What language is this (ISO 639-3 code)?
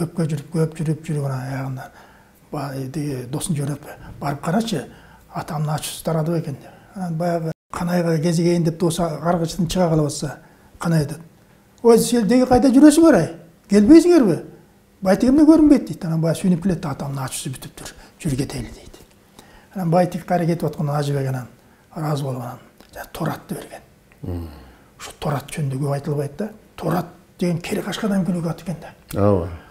kir